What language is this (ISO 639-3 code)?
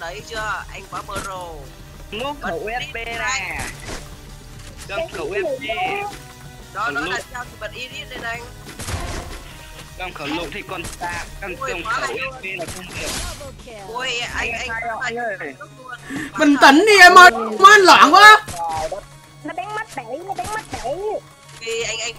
vie